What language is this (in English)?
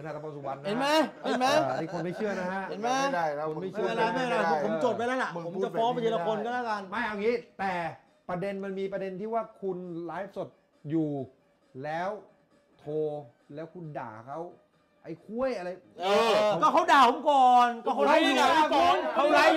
Thai